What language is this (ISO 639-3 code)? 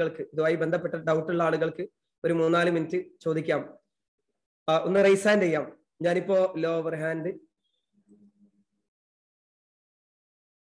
mal